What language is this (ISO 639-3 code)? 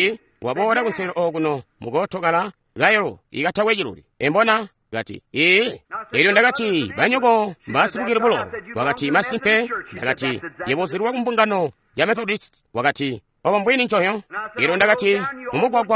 toi